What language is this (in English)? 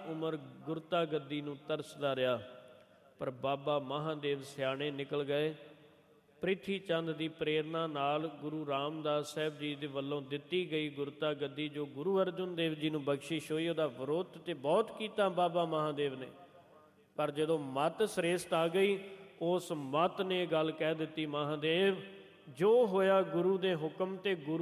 Punjabi